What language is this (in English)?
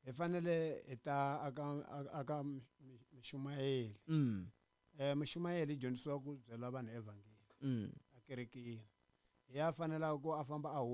Tsonga